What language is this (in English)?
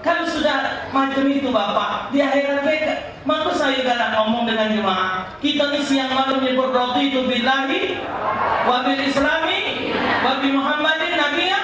Musi